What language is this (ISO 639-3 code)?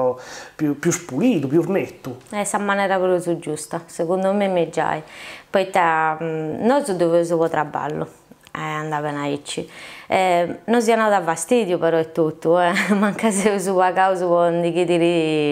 srd